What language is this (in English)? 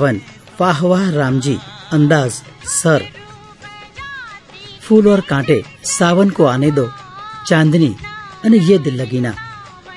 Gujarati